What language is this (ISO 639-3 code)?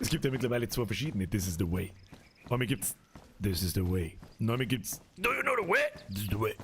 bar